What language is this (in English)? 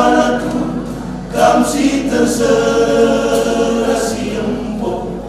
Batak Karo